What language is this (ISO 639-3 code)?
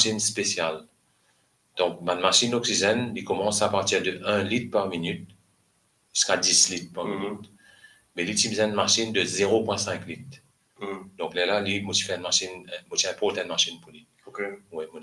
mfe